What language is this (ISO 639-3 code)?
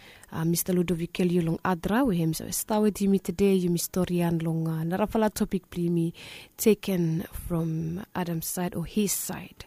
bis